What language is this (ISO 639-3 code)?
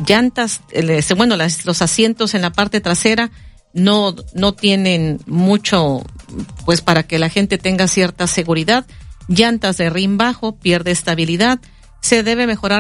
spa